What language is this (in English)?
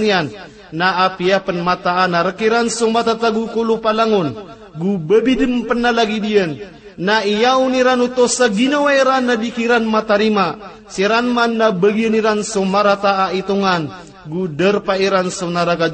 Maranao